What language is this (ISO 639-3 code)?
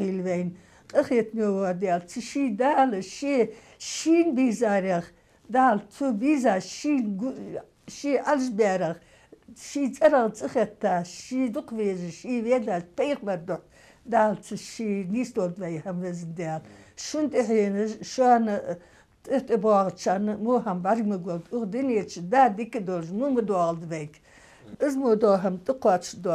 inh